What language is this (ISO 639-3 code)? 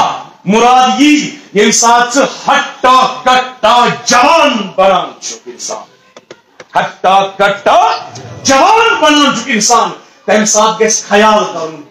kas